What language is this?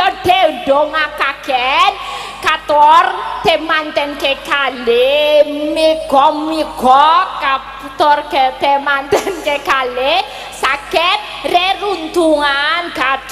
Javanese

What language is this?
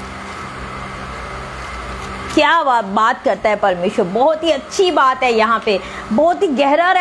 Hindi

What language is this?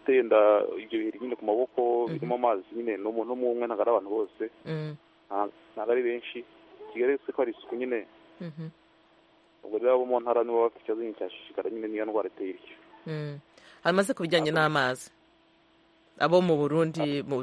Kinyarwanda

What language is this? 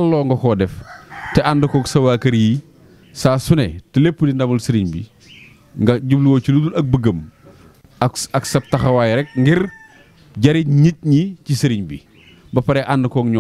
Wolof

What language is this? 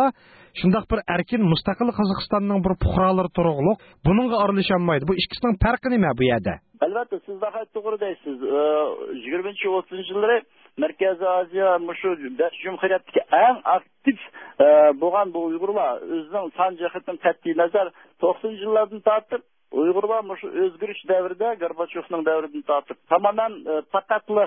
Uyghur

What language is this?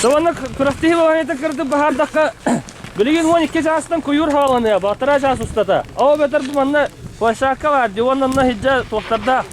Yakut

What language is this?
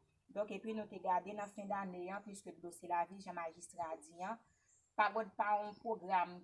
Haitian Creole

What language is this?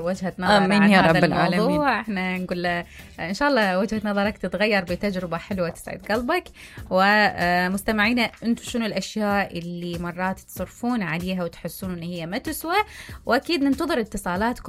Mesopotamian Arabic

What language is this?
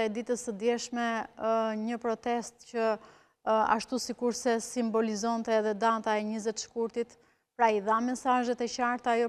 Albanian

